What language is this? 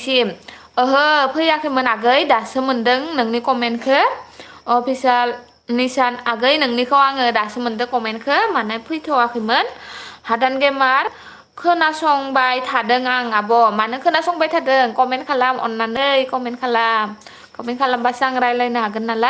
Bodo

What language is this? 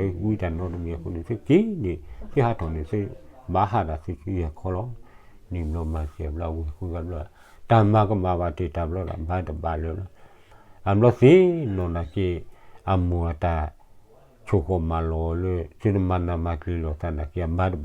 S'gaw Karen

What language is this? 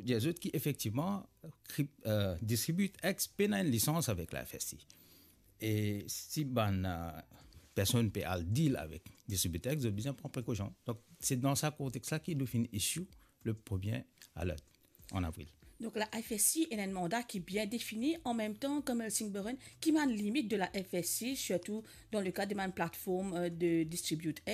Morisyen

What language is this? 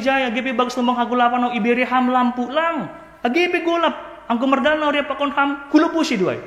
Batak Simalungun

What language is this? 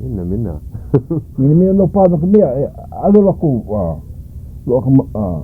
Hawaiian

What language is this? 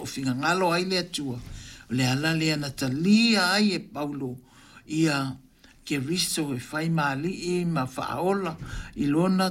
Samoan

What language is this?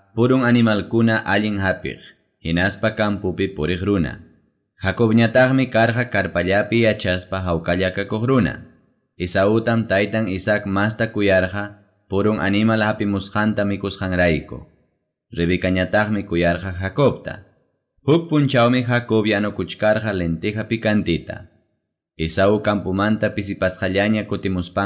Ayacucho Quechua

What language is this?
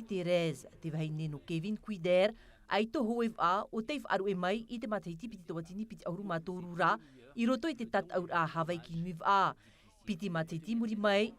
Tahitian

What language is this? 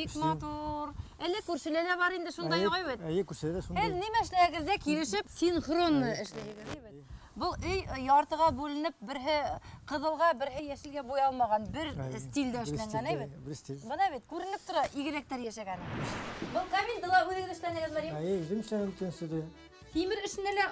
Bashkir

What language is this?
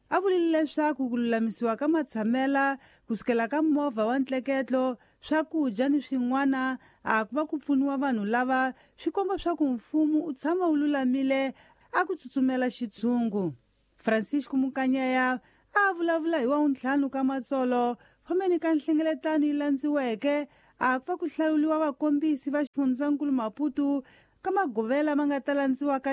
Tsonga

